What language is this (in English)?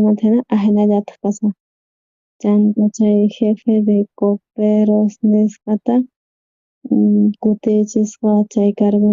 South Bolivian Quechua